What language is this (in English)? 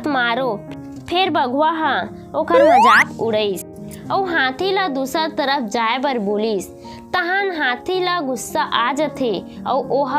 Chhattisgarhi